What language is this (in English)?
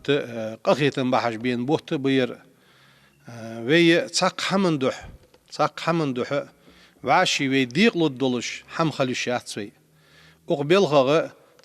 Ingush